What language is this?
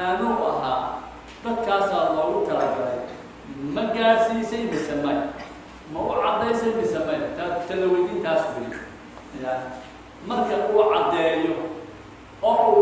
Somali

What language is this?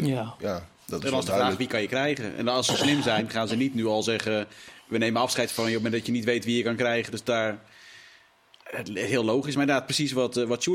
Dutch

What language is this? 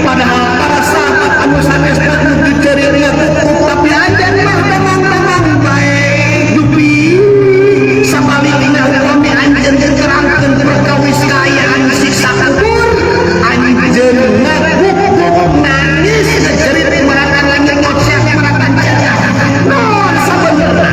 Sundanese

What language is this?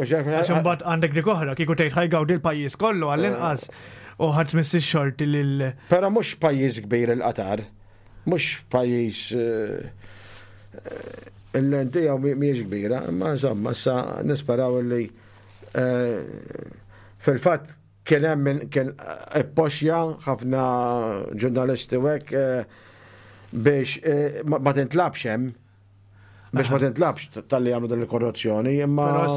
Maltese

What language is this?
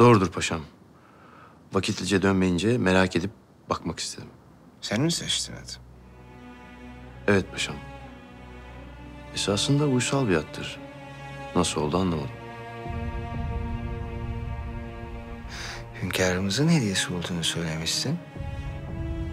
Turkish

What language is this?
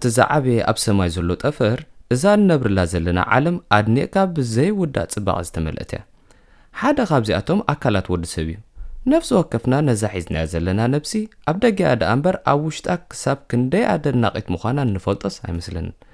Tigrinya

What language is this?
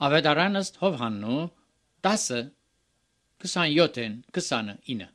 Armenian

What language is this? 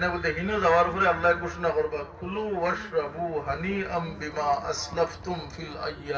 Sylheti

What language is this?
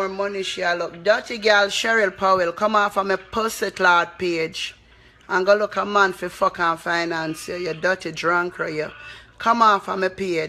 Jamaican Creole English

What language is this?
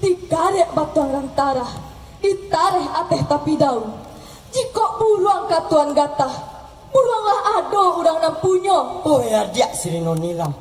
Minangkabau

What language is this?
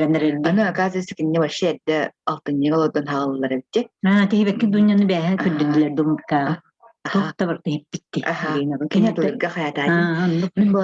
Yakut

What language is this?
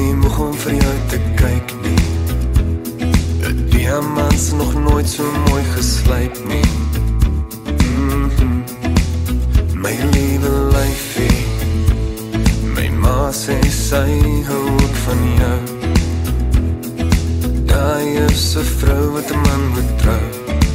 Afrikaans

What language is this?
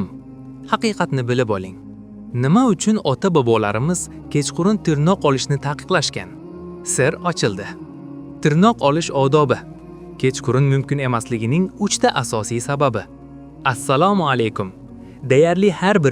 Uzbek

